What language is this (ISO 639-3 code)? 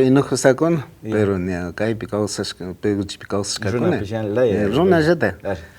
qvi